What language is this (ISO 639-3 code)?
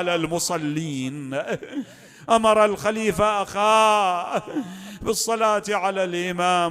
acm